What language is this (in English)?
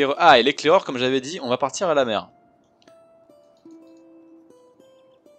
French